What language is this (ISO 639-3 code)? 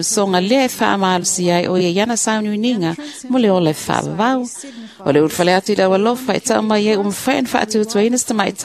smo